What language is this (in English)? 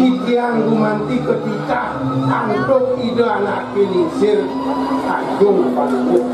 Balinese